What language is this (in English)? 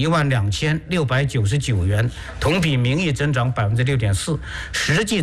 Chinese